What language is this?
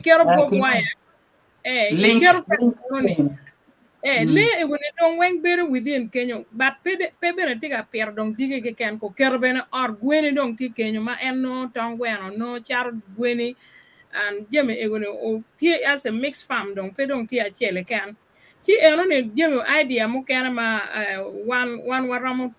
Acoli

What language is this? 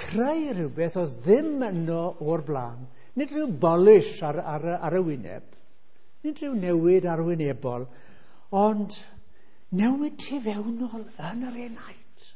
Welsh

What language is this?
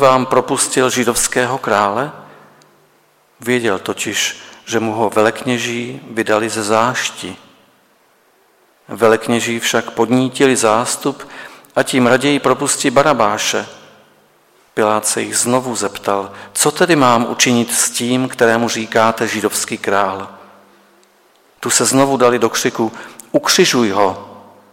Czech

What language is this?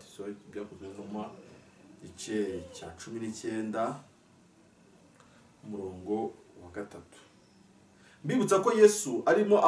Kinyarwanda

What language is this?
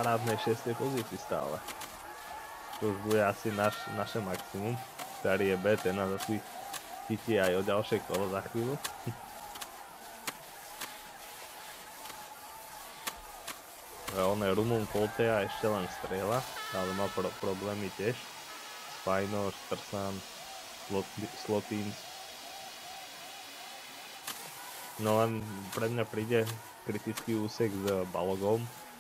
Slovak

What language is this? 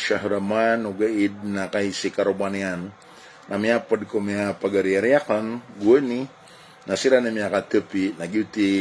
Maranao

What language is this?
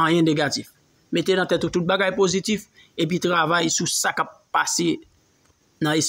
Haitian Creole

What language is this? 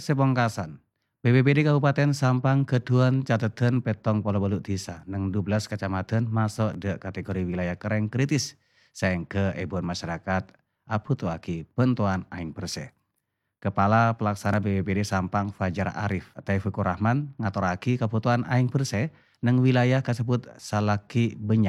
Madurese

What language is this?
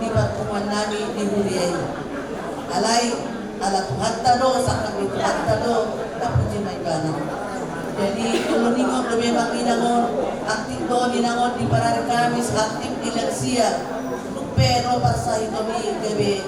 Batak Toba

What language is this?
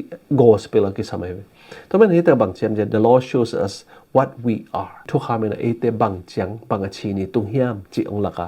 Tedim Chin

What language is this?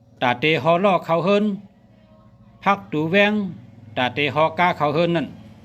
Shan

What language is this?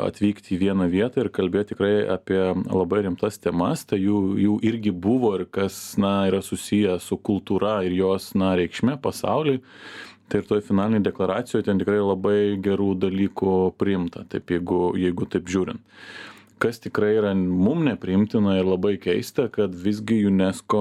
Lithuanian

